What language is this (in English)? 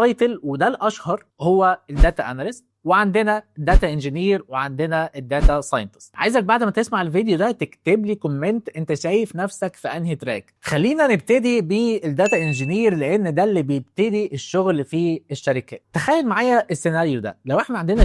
Egyptian Arabic